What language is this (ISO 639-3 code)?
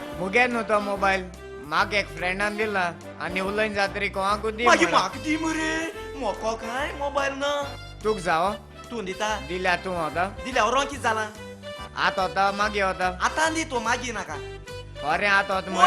kok